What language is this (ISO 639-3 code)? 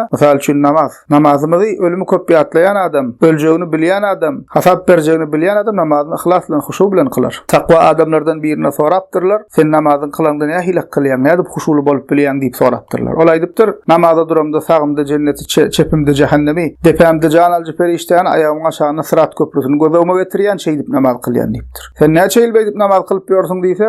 tuk